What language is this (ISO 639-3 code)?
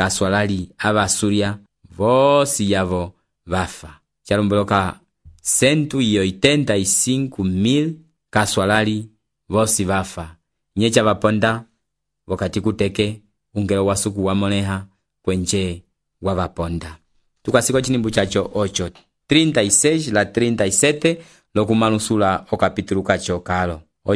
umb